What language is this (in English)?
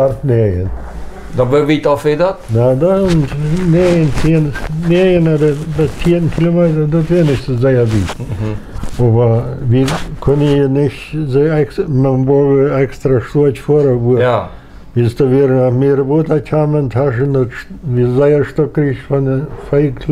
Plautdietsch